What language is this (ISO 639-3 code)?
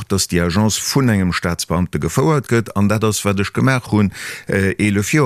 ltz